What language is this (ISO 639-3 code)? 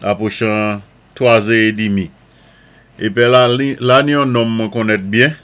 acf